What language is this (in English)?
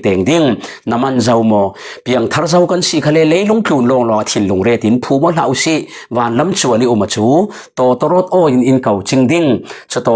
Falam Chin